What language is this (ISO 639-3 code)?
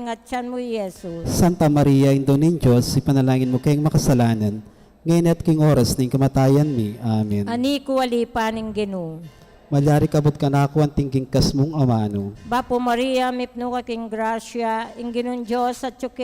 pam